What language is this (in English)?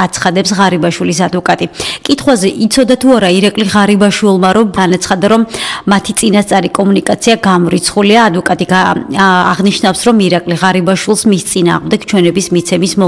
Georgian